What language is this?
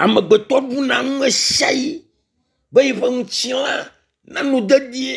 Ewe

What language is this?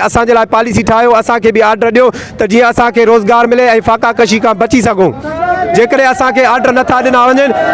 Sindhi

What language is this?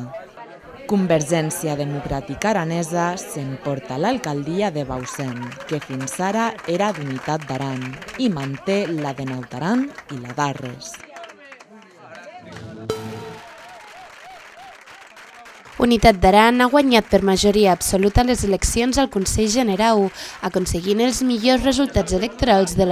Catalan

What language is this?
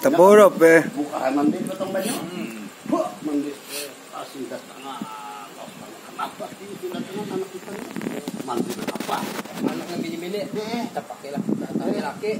Banjar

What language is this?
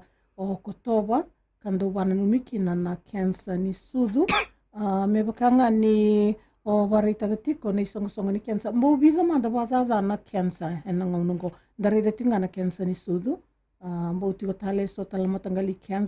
Fijian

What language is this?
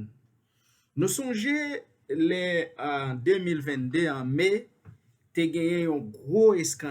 Haitian Creole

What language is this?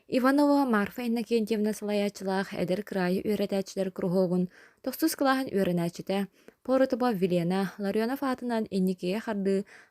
Yakut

